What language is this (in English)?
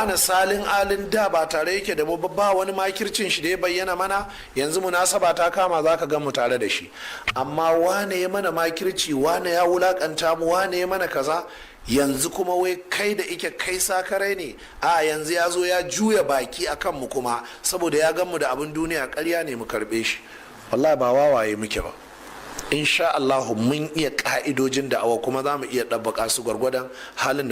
Hausa